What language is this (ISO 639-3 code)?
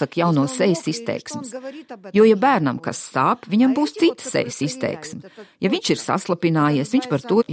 lav